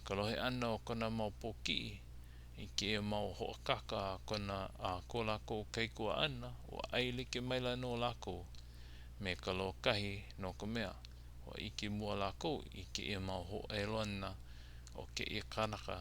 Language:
Hawaiian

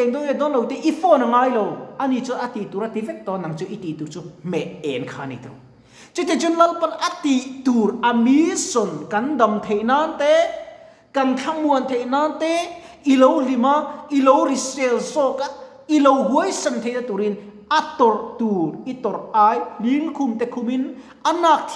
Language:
Mizo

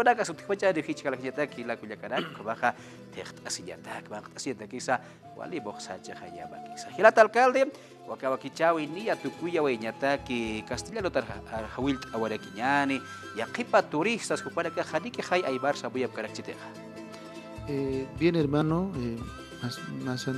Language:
Aymara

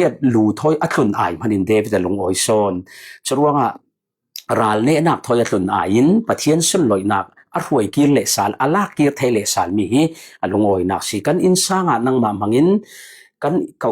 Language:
Falam Chin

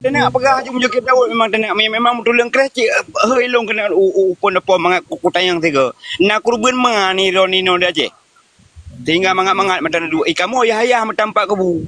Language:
Achinese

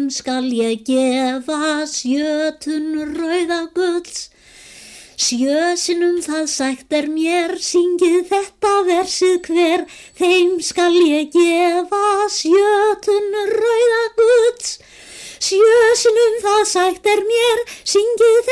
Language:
Icelandic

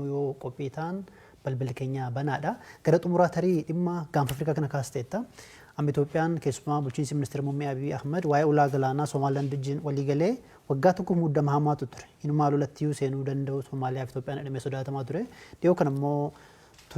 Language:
Oromo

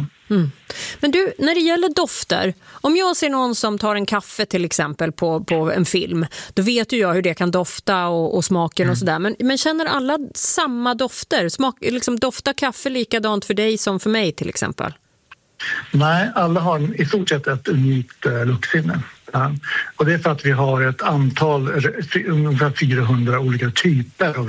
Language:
Swedish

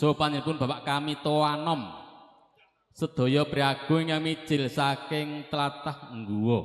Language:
Javanese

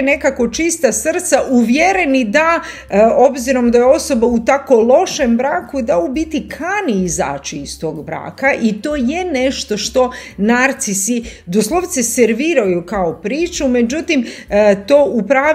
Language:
Croatian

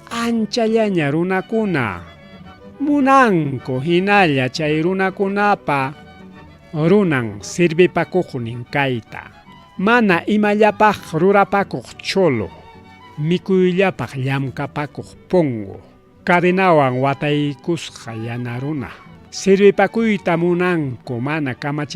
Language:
Ayacucho Quechua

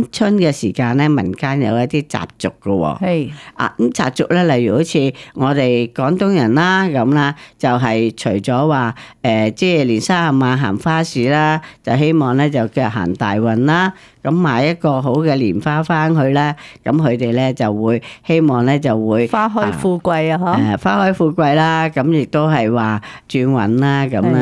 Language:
Cantonese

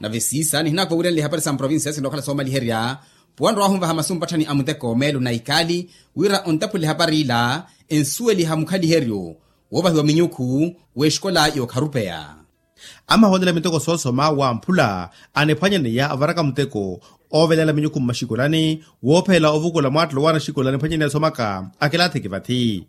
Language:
Makhuwa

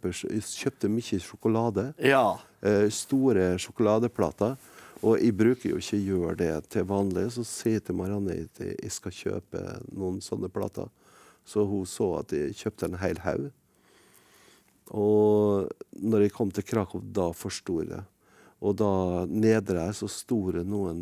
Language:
Norwegian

